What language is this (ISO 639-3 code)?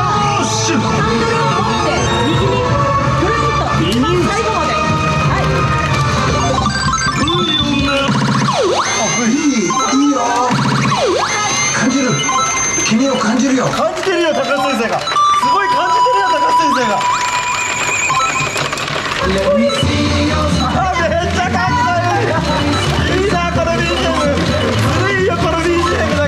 jpn